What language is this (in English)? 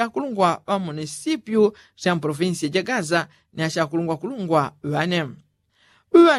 Yao